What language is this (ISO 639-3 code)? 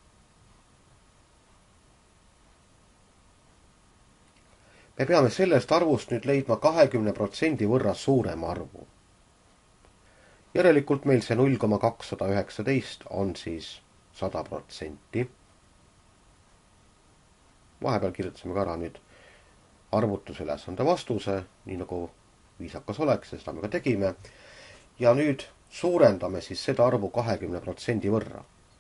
est